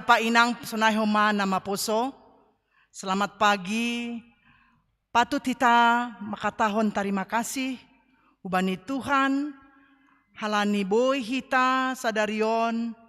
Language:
Batak Simalungun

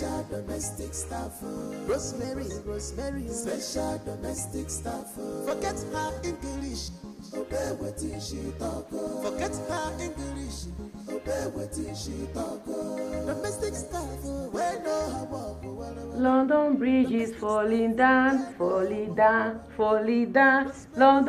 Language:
Nigerian Pidgin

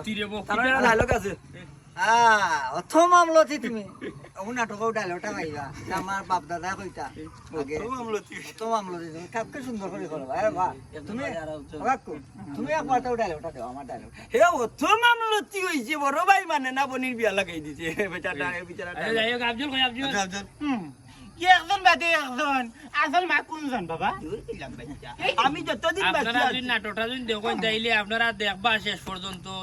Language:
Sylheti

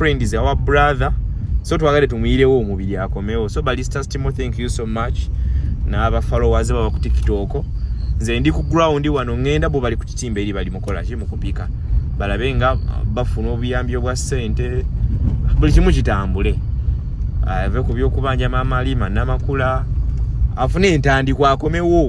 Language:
Ganda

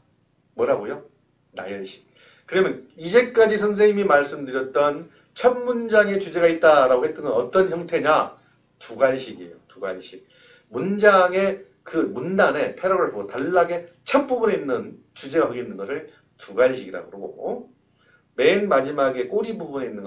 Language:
Korean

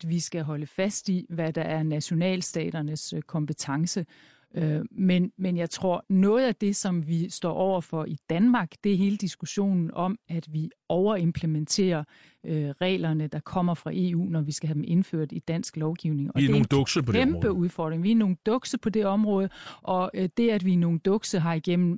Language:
Danish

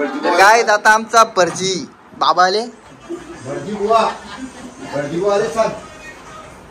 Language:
Marathi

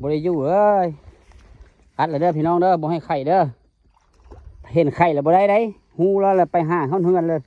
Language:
Lao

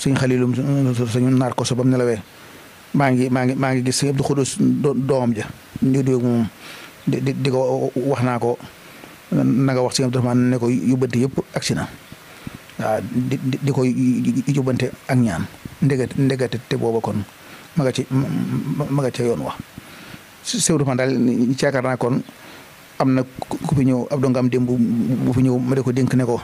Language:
Wolof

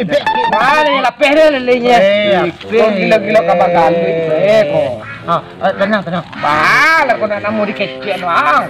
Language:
Minangkabau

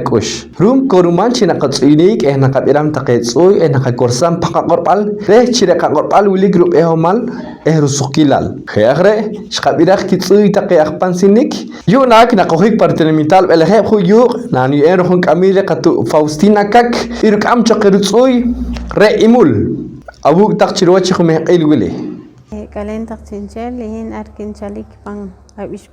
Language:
Poqomchi'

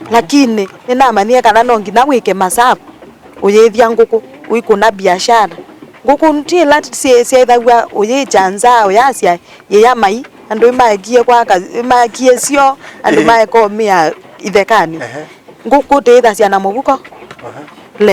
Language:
Kamba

